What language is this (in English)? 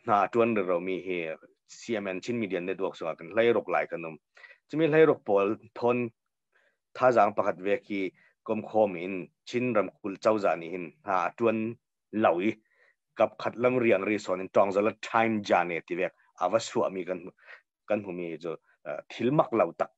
Hakha Chin